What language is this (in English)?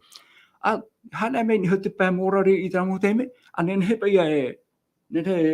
Tahitian